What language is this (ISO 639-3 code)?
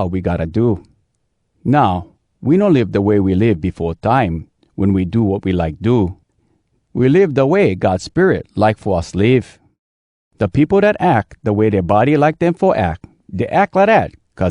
hwc